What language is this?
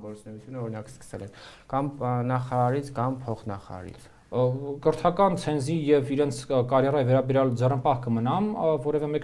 Armenian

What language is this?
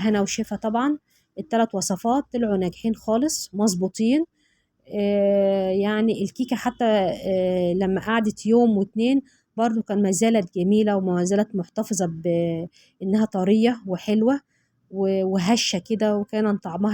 Egyptian Arabic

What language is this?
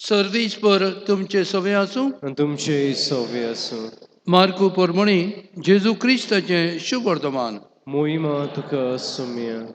Konkani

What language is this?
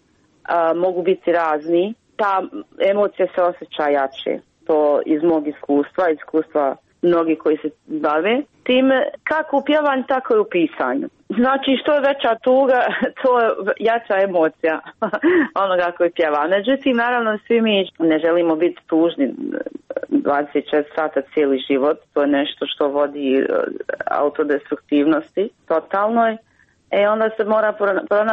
Croatian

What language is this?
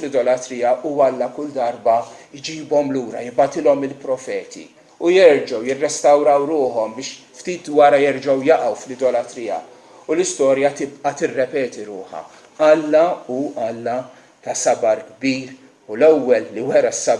Maltese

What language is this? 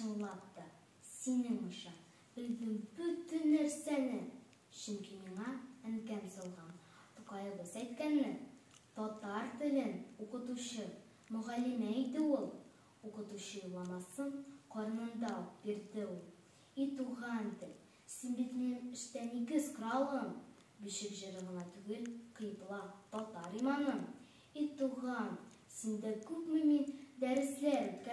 Tatar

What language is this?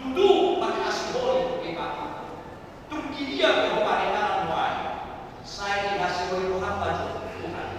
Batak Toba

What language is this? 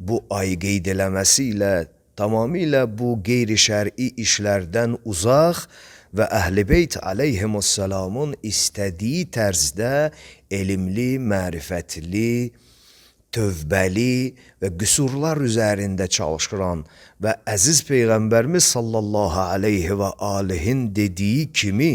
Azerbaijani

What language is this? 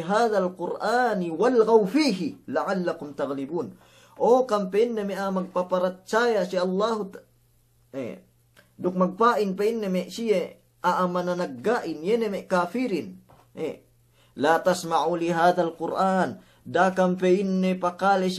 Yakan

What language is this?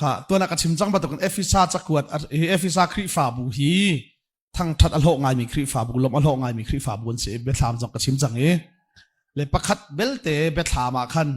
Hakha Chin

